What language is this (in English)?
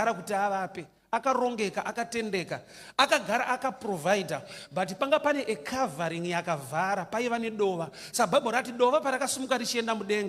Shona